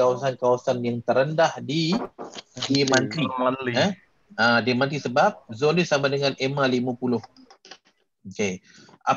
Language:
Malay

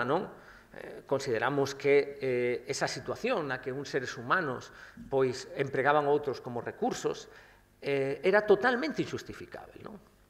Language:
Galician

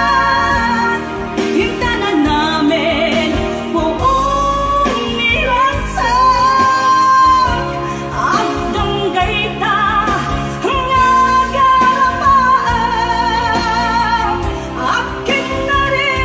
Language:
Iloko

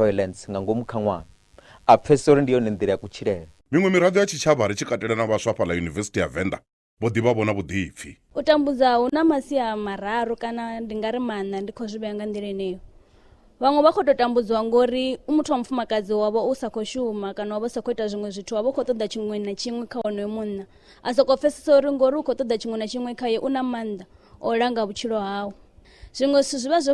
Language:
Venda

